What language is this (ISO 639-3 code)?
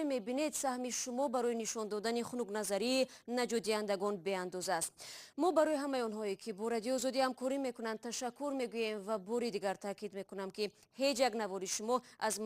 tgk